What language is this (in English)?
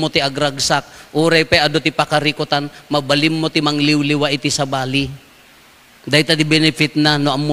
Iloko